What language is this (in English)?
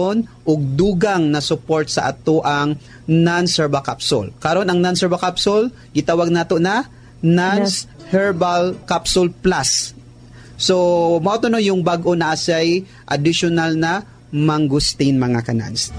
Cebuano